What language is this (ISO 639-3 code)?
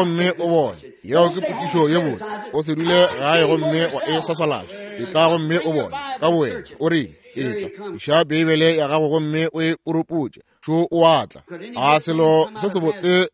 nso